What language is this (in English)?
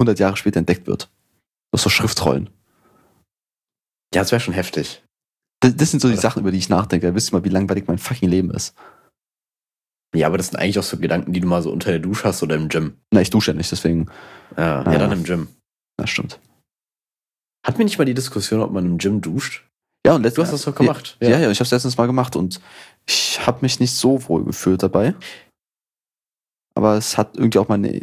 German